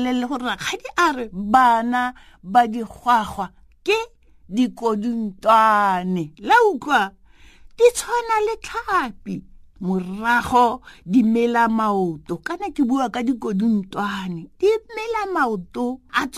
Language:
Tswana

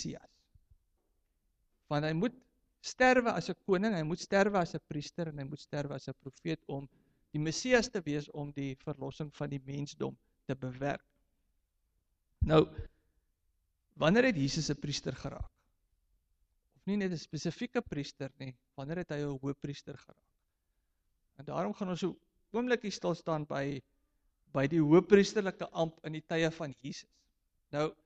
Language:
Afrikaans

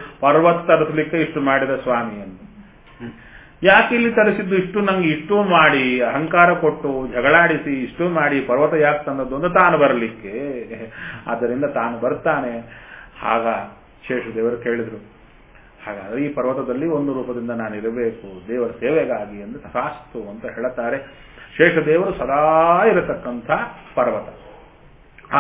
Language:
Kannada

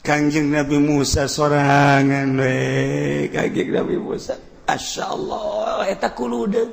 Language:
Sundanese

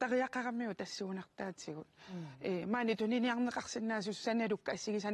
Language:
Kalaallisut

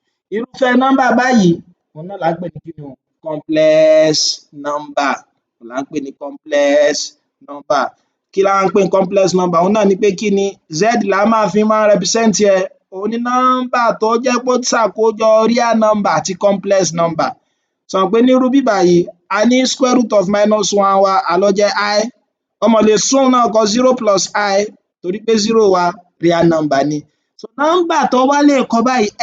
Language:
Yoruba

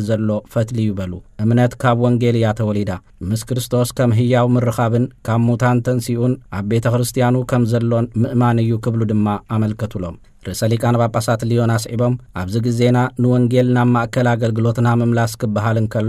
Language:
Tigrinya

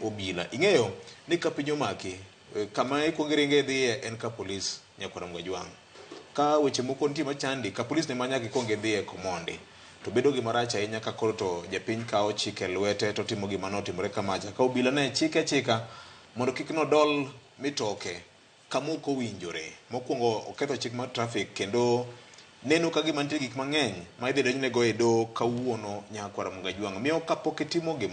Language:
Luo (Kenya and Tanzania)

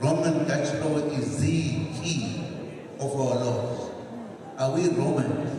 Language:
Tswana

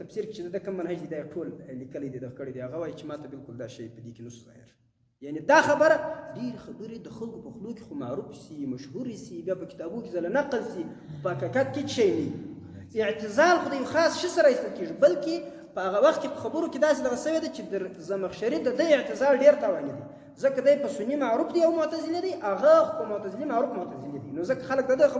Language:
Pashto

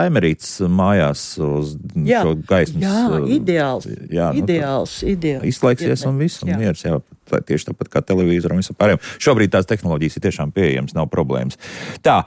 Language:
Latvian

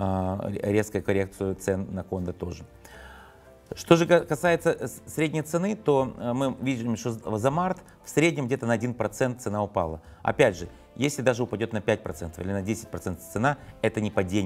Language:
Russian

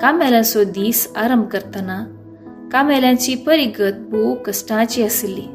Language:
Konkani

